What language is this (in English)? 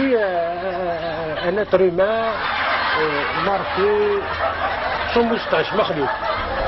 Kabyle